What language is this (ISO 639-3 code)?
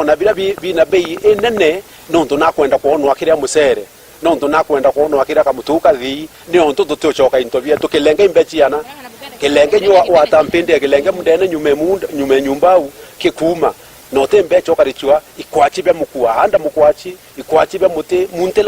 mer